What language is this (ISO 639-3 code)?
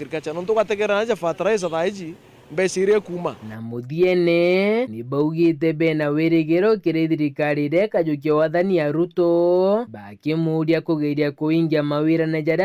mer